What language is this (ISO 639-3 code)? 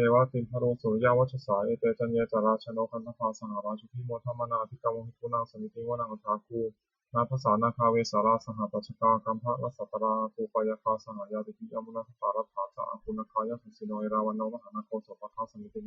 pli